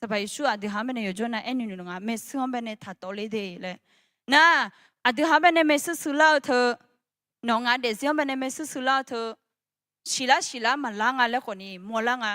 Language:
Akha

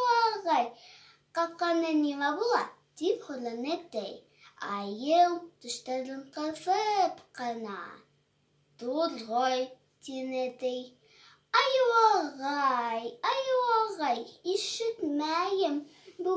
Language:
Bashkir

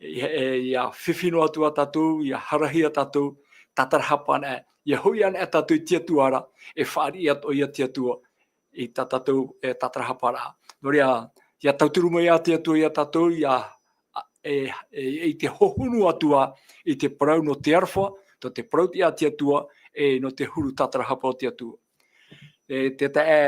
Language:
Tahitian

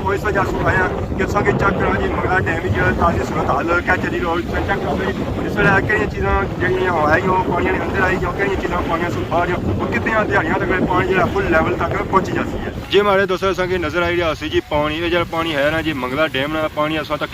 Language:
Pahari-Potwari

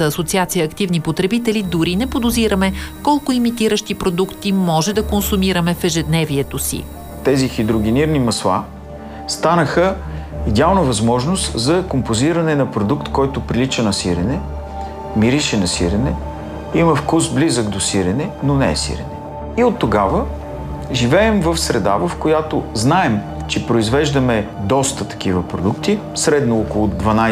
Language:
Bulgarian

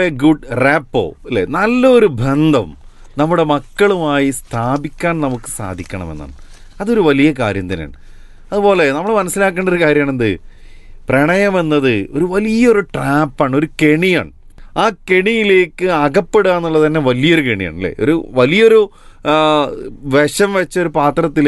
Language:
Malayalam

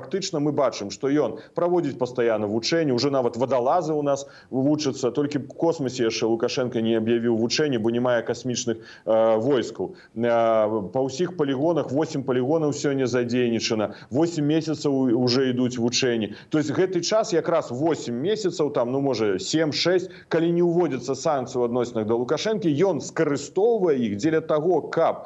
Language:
Belarusian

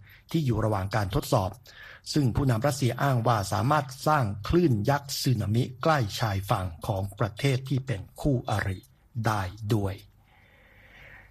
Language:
Thai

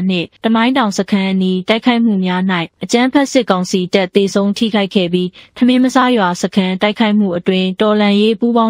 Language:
Burmese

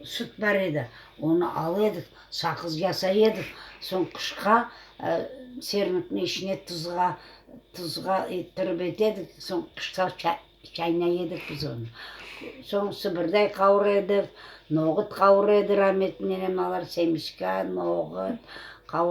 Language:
Crimean Tatar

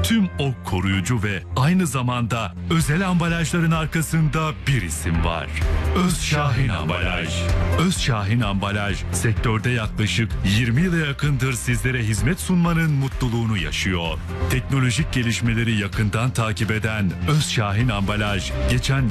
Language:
Turkish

